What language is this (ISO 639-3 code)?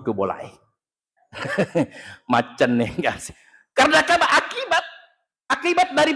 bug